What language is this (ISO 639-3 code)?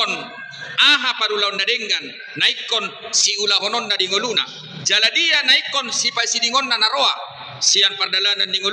bbc